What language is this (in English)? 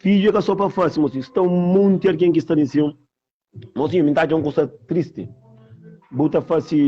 Kabuverdianu